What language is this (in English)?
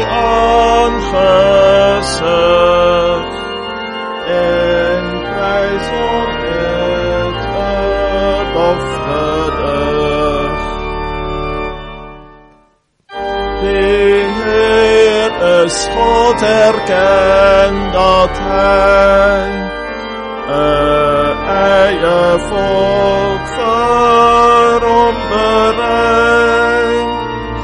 Afrikaans